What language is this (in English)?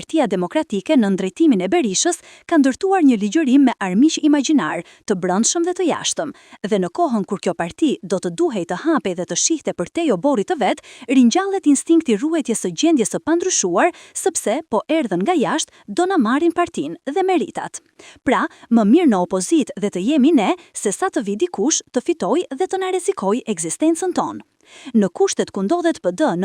Albanian